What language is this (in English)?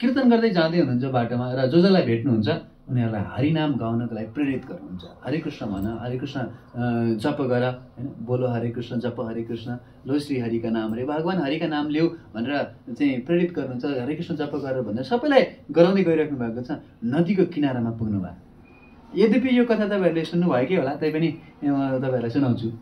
Nepali